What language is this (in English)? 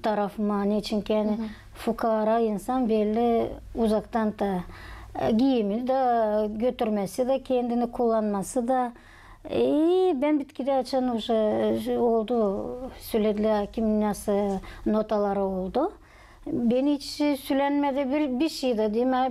Gagauz